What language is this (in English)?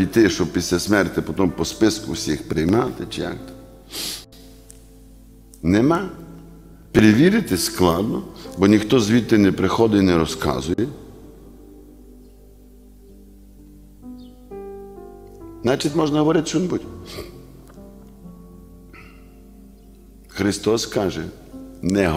Ukrainian